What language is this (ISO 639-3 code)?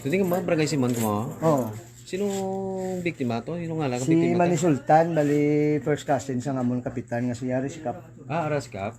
hil